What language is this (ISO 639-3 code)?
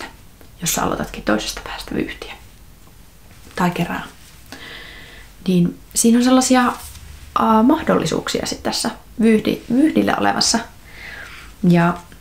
fin